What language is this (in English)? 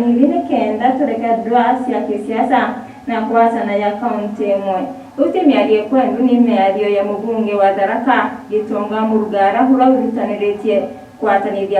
Meru